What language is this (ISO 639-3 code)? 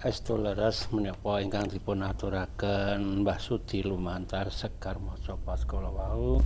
jav